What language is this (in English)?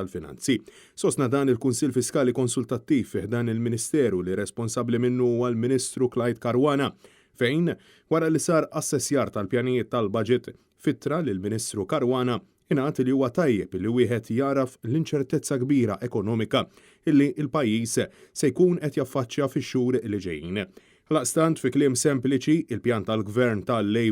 Maltese